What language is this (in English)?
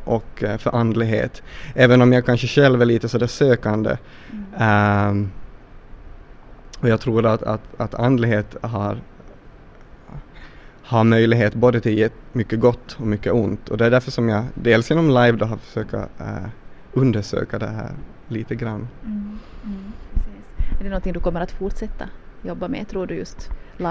Swedish